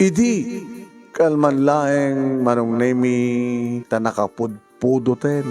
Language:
Iloko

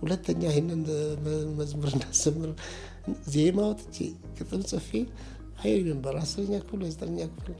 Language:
Amharic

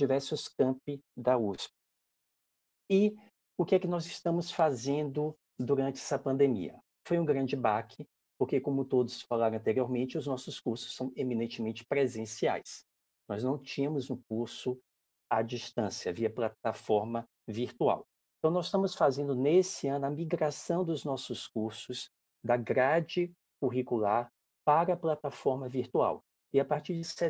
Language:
Portuguese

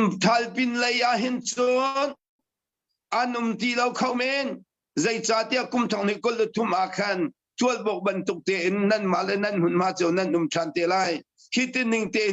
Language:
Hakha Chin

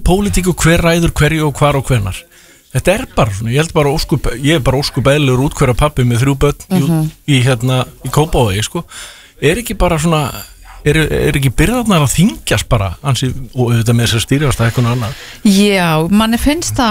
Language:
Icelandic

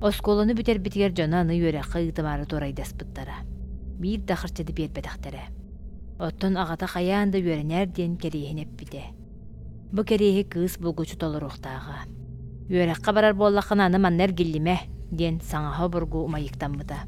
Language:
Yakut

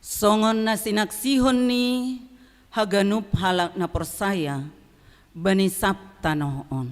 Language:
Batak Simalungun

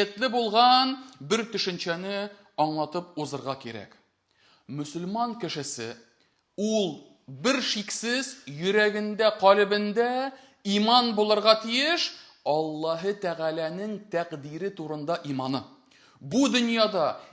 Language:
Tatar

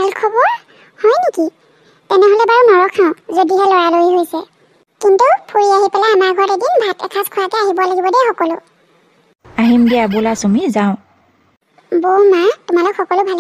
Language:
Assamese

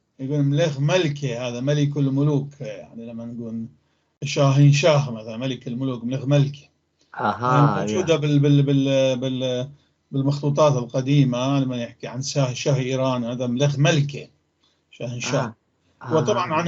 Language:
North Levantine Arabic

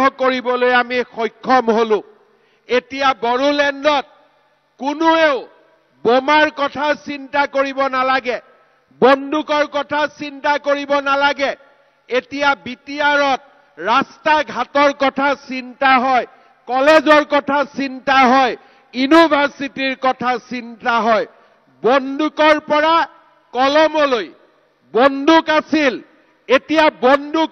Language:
Assamese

